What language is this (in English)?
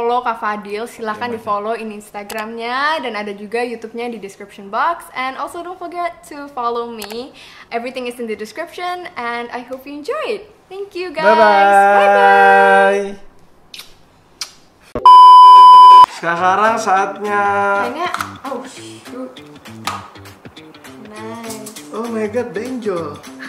Indonesian